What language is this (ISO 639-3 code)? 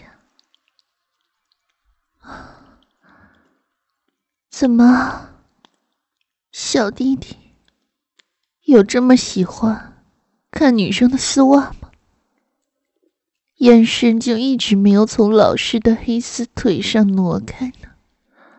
zho